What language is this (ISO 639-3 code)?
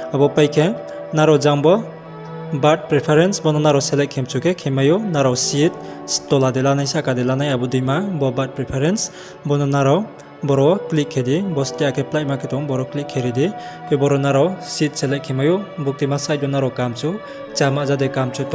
ria